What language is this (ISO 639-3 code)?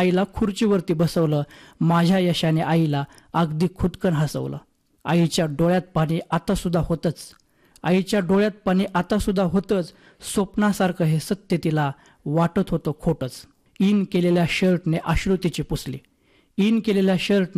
mar